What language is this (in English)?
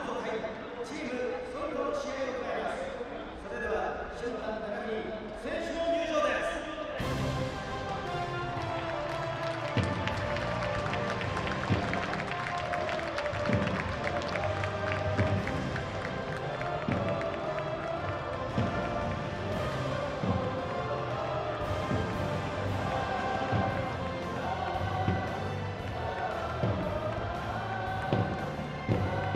Japanese